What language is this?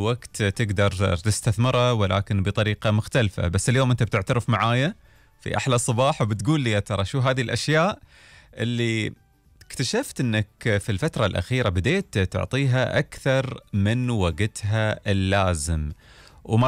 Gulf Arabic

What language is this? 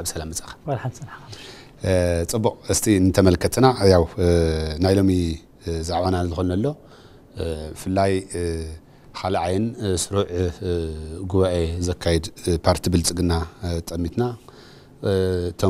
Tigrinya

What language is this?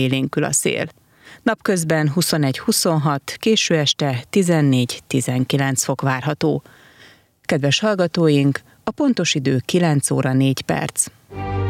Hungarian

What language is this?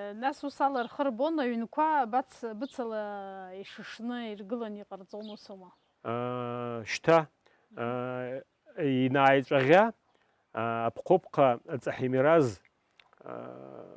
Abkhazian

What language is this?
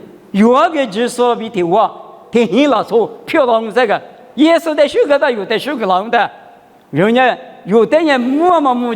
Lisu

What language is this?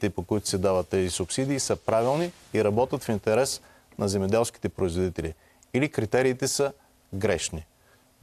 Bulgarian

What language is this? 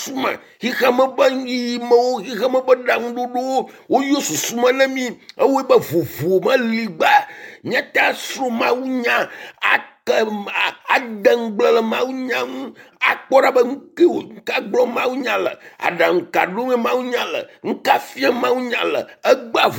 Ewe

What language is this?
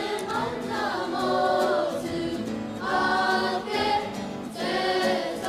Māori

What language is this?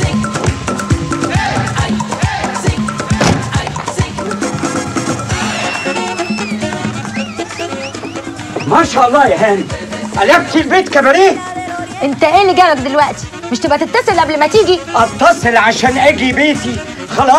Egyptian Arabic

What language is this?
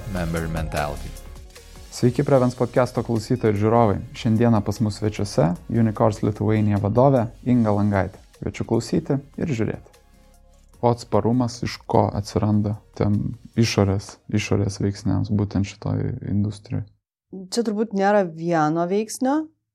Lithuanian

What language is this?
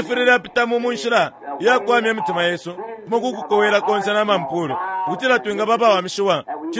Bemba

